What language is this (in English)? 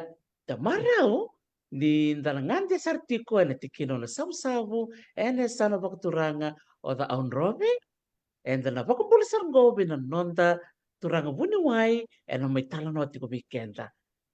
Fijian